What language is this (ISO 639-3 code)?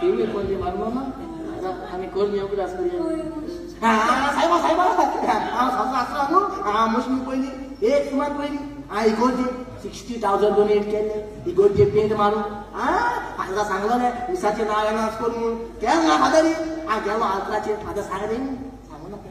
kok